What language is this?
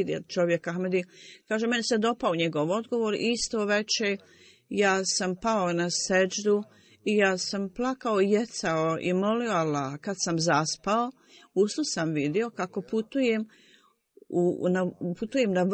Bosnian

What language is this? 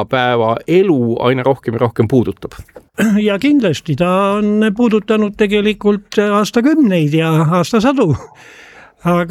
Estonian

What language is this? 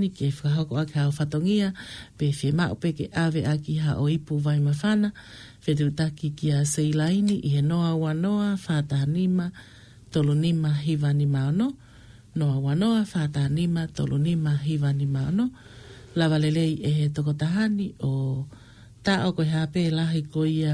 Tongan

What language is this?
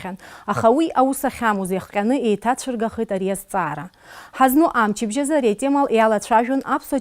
Abkhazian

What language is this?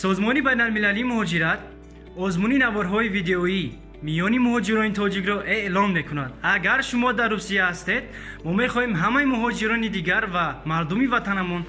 Tajik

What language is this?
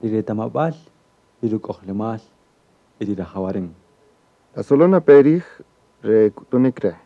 Kaqchikel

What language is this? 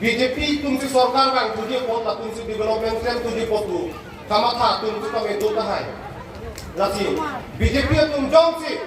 Karbi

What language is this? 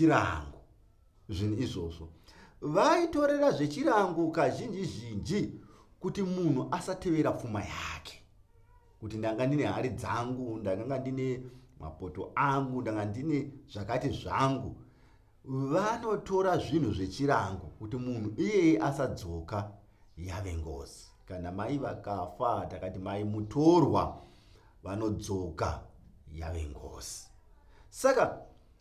Shona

